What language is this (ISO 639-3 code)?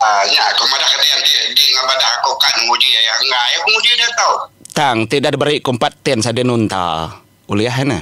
iba